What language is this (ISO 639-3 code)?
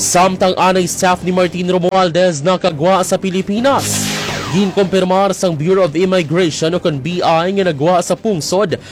hil